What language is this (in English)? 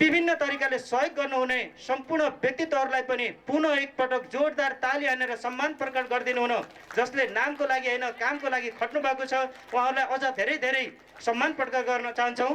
Nepali